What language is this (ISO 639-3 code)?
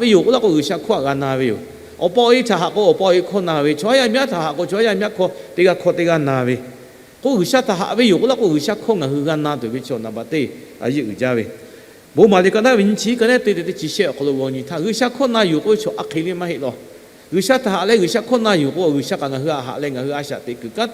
lhu